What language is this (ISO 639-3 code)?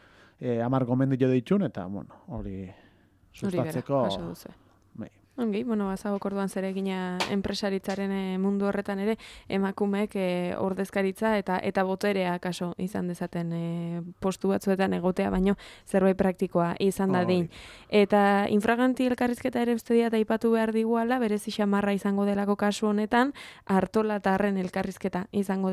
eus